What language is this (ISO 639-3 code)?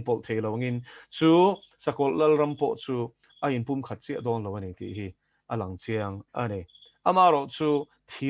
lus